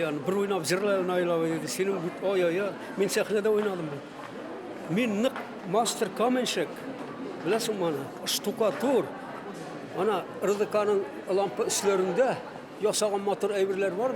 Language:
Bashkir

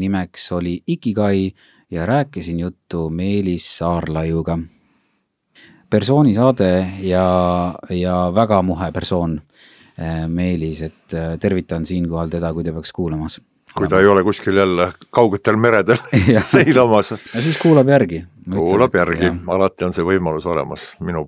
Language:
Estonian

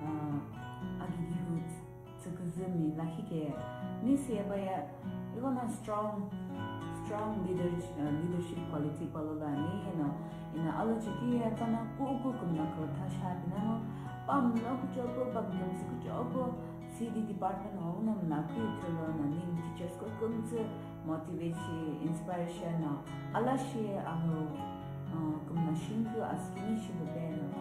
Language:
Sumi Naga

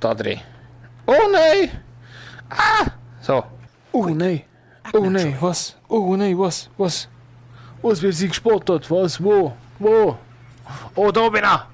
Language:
Swiss German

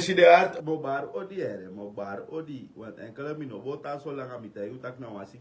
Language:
Sranan Tongo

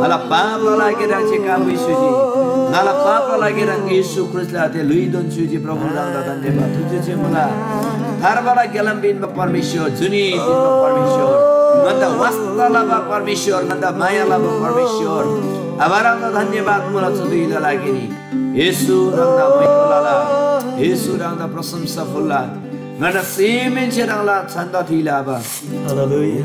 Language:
Eastern Tamang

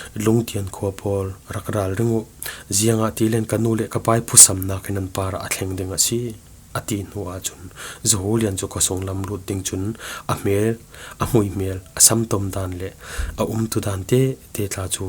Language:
Falam Chin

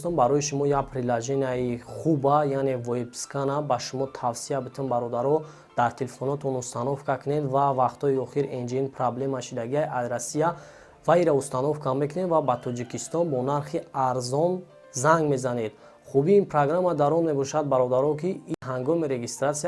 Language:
Tajik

